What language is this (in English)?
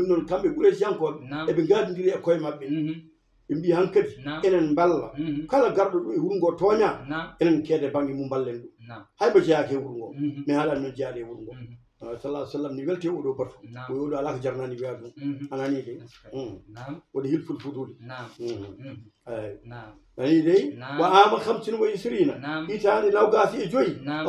Fula